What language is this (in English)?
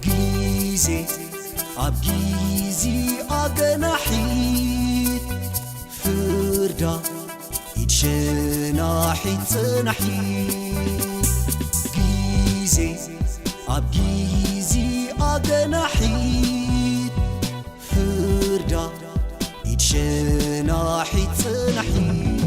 Tigrinya